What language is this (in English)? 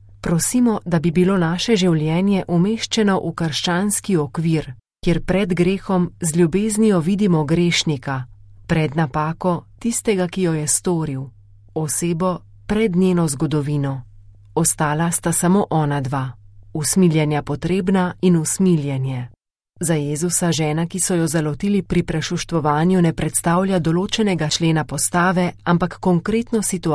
Slovenian